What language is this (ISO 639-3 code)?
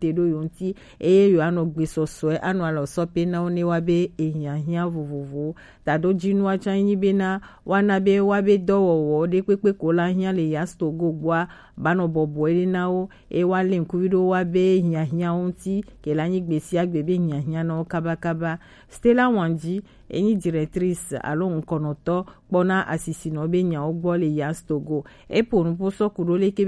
gej